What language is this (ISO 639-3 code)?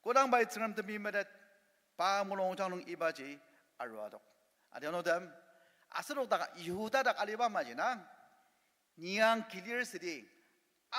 njo